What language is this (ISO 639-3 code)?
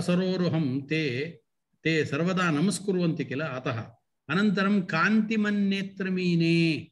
san